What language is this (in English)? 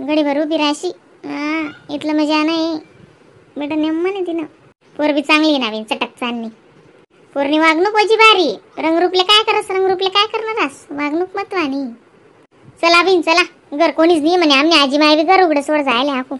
Khandesi